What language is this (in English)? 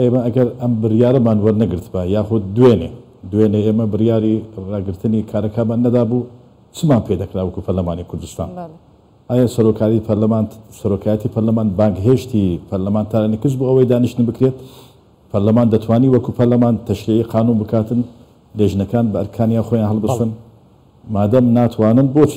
Central Kurdish